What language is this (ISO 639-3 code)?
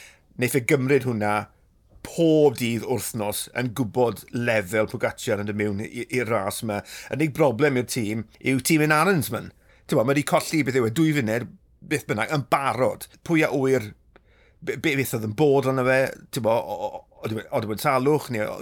cym